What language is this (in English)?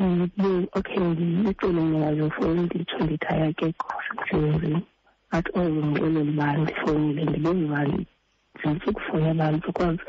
Xhosa